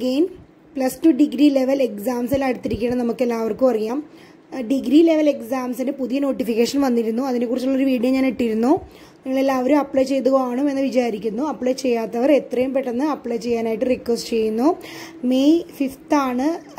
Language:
Malayalam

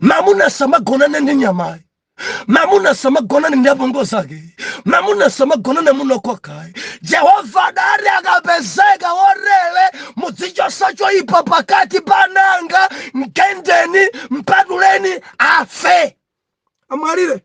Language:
Nyanja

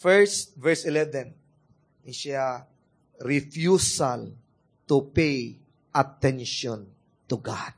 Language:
Cebuano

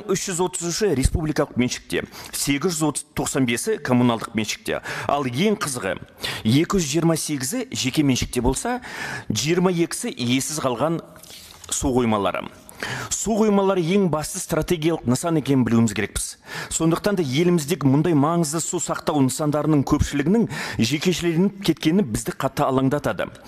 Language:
Kazakh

